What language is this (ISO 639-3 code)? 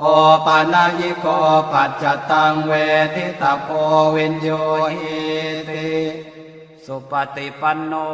pli